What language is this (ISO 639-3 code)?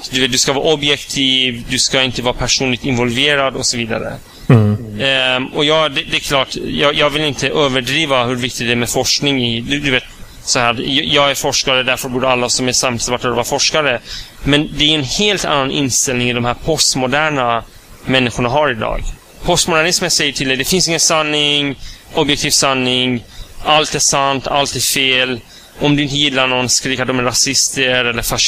swe